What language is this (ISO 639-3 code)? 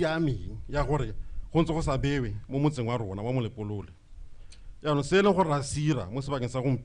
tsn